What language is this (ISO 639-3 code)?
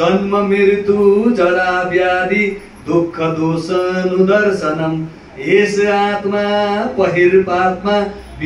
nep